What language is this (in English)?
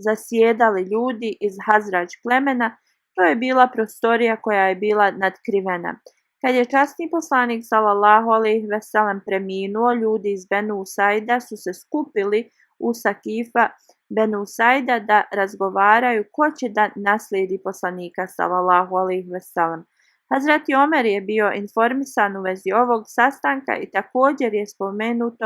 Bosnian